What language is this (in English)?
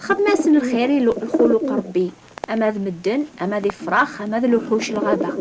Kabyle